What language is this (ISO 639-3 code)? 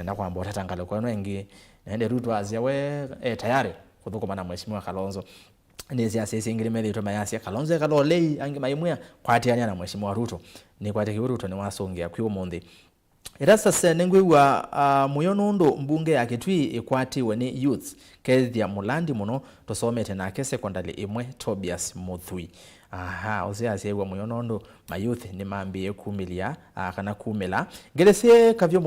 kam